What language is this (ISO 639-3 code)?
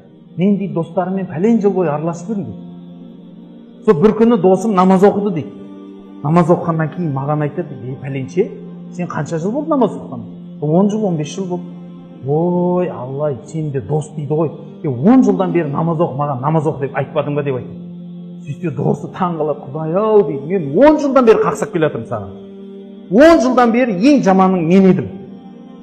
kaz